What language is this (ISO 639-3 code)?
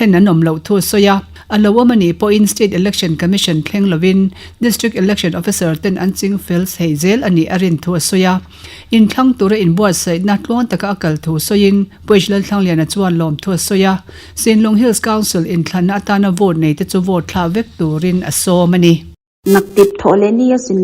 lus